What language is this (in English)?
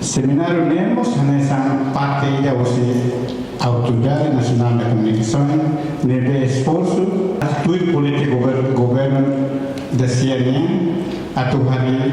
Tetum